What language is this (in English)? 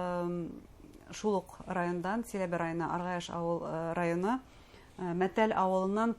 Bashkir